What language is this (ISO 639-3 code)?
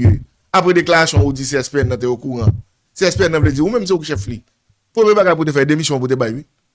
hat